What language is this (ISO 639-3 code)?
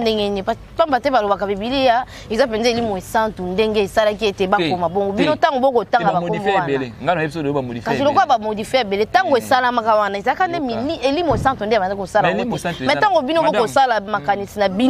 lin